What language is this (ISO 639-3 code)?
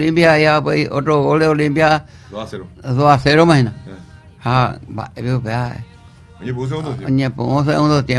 grn